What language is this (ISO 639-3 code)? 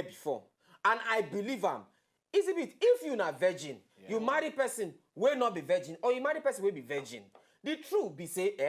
pcm